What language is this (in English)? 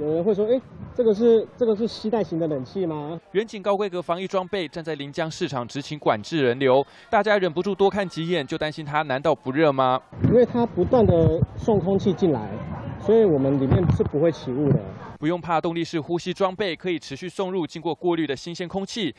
Chinese